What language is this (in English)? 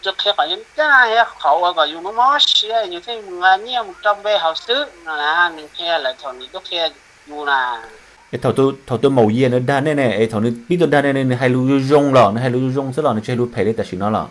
Hmong